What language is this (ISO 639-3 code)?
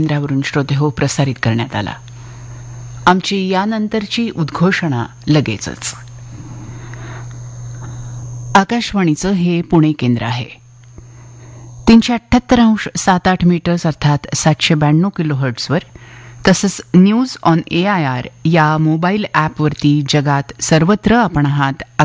mar